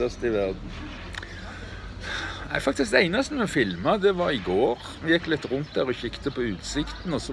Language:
Norwegian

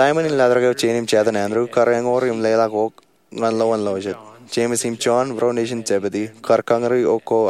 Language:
Marshallese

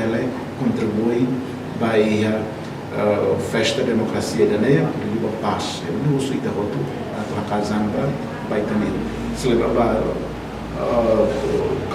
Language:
Tetum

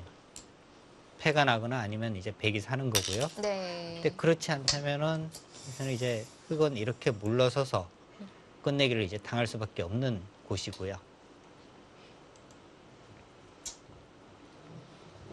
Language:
Korean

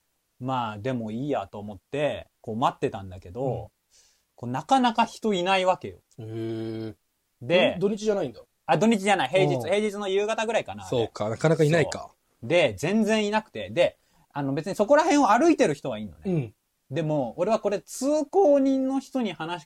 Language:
Japanese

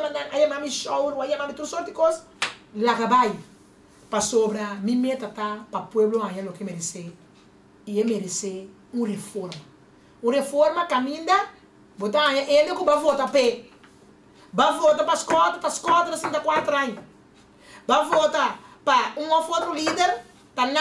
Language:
Papiamento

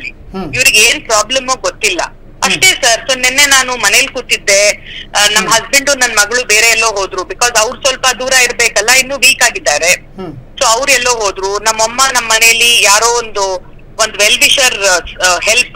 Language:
Kannada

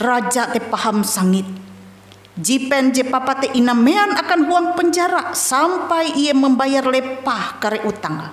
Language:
Ngaju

